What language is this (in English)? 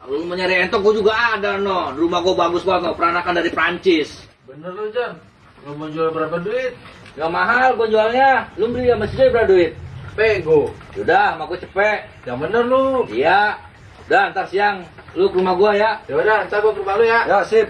Betawi